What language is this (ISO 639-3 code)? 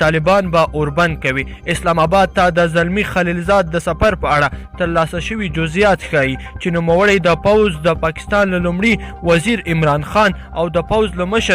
pus